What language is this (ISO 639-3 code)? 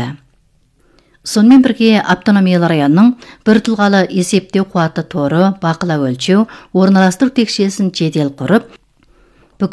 kaz